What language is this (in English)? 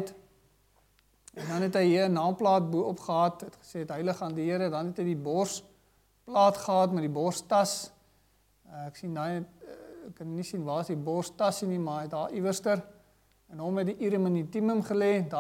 Afrikaans